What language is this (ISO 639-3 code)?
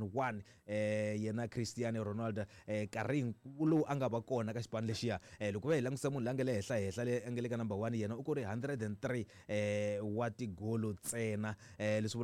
tso